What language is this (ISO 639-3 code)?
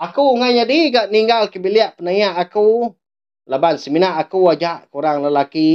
iba